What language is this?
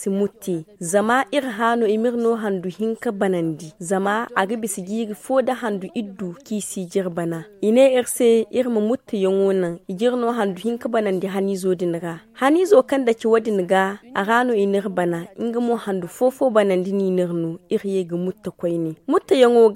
Zarma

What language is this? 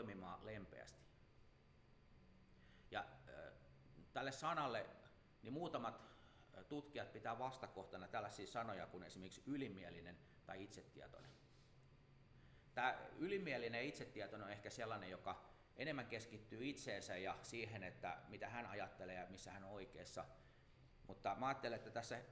Finnish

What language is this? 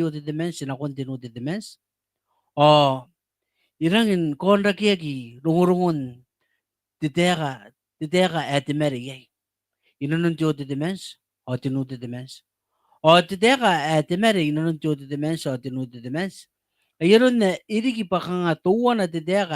Gilbertese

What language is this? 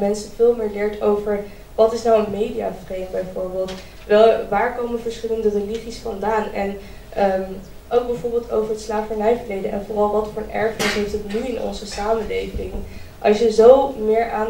Dutch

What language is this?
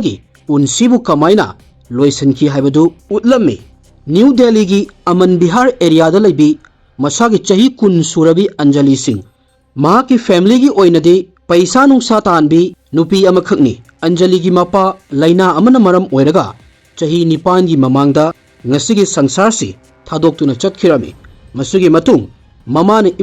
Manipuri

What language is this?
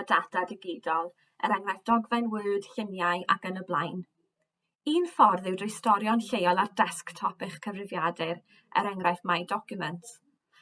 Welsh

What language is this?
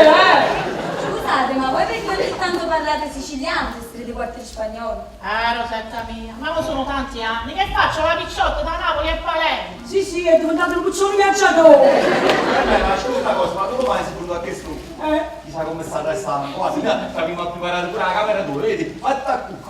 Neapolitan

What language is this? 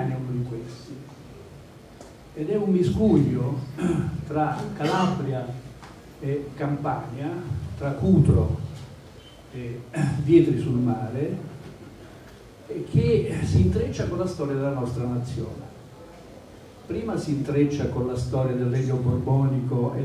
Italian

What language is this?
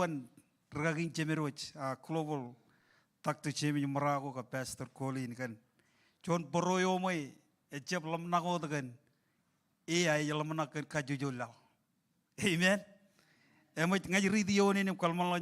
Marshallese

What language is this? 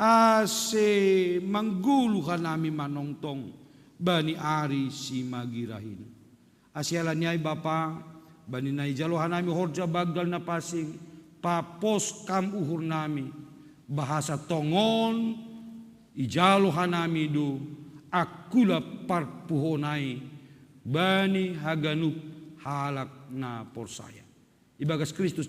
Batak Simalungun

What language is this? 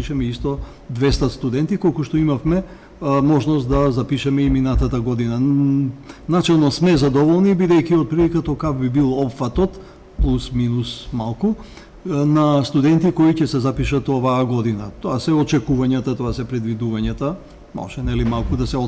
Macedonian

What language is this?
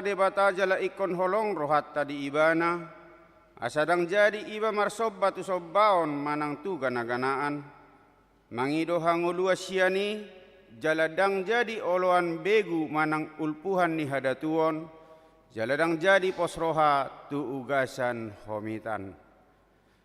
Batak Toba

